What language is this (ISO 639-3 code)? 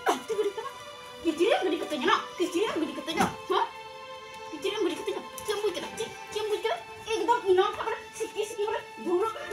sat